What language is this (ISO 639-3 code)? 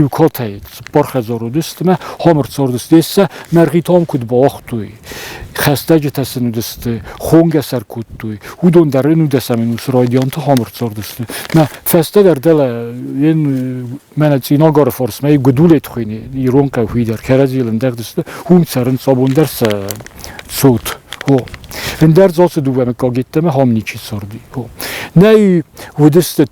oss